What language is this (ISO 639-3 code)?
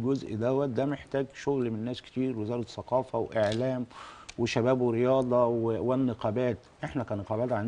arz